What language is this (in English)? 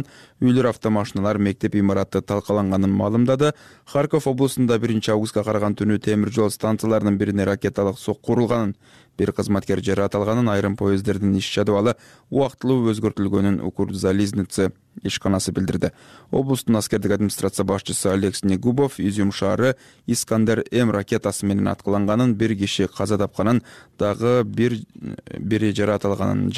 Kyrgyz